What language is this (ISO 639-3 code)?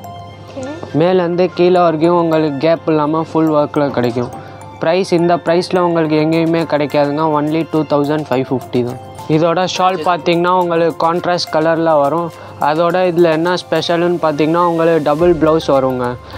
tam